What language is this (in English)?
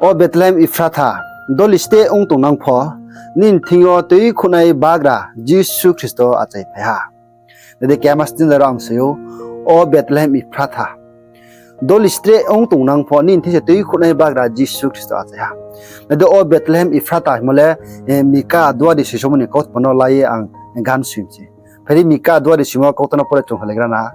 Riang (India)